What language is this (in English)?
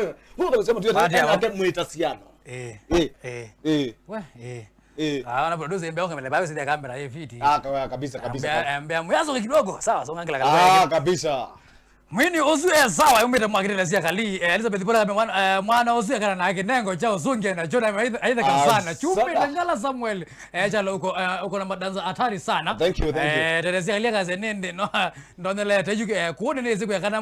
Kamba